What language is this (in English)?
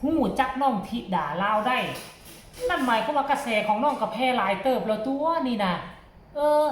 Northeastern Thai